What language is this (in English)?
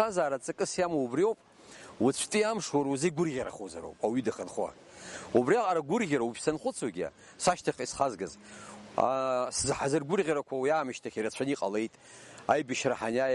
Abkhazian